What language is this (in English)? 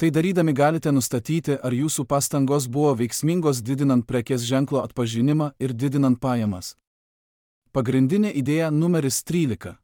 Lithuanian